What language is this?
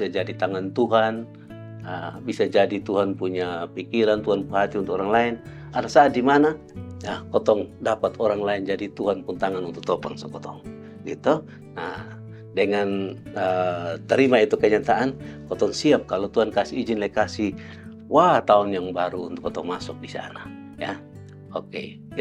Kupang Malay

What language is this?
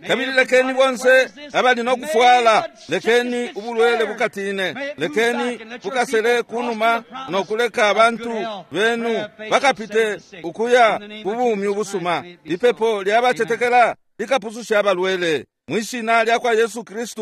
Bemba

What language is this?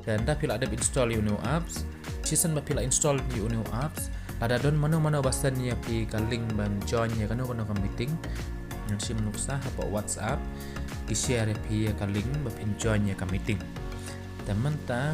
Khasi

